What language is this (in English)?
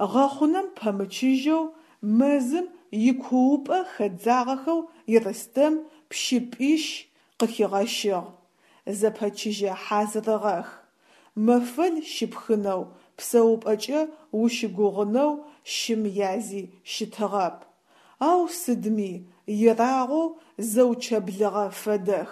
Adyghe